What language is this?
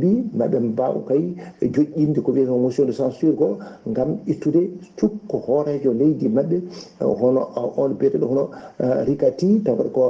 Fula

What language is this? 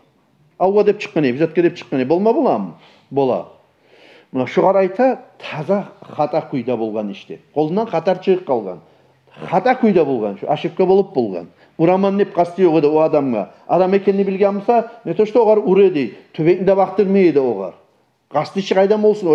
Kumyk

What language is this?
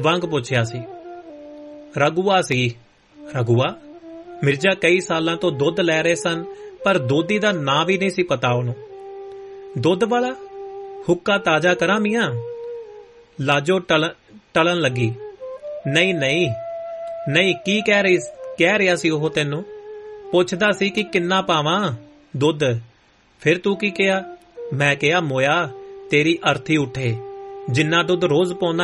Punjabi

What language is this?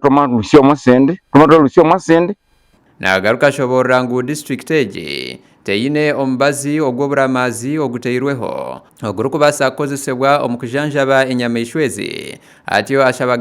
Nyankole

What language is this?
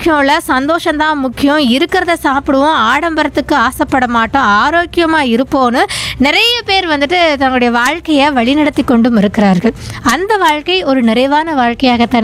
Tamil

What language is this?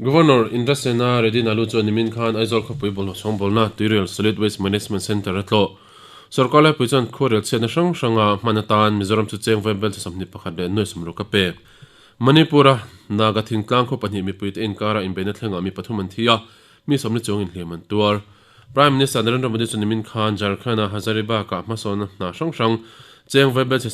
Mizo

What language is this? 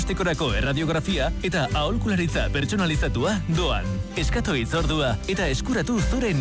Basque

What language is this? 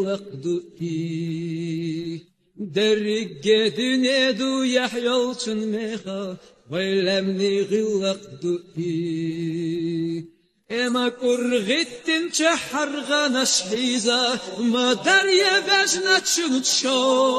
Chechen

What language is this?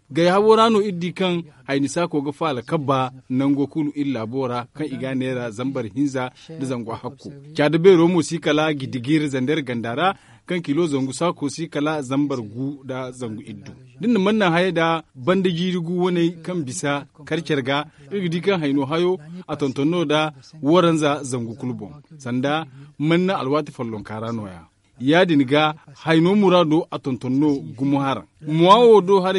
Zarma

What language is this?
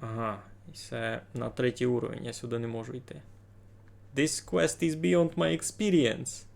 Rusyn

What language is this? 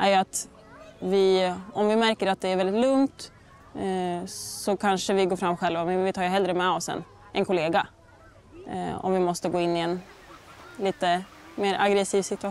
Swedish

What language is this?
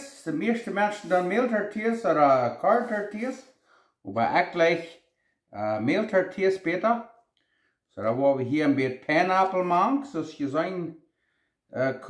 Plautdietsch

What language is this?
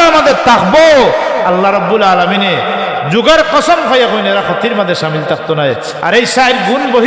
Sylheti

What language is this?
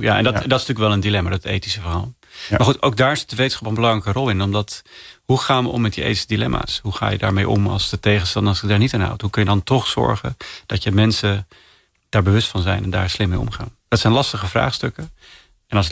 Dutch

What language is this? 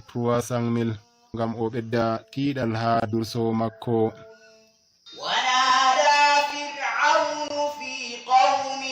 Nigerian Fulfulde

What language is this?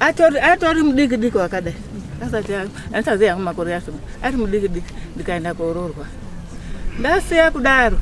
Shona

